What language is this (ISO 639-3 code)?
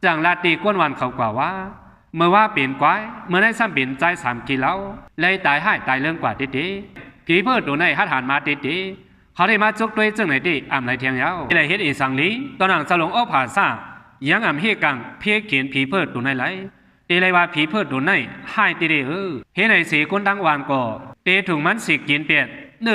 shn